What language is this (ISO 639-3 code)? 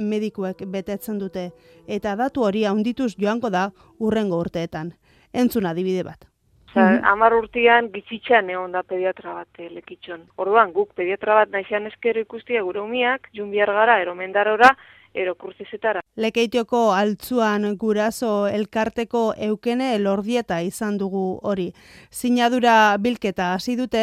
eus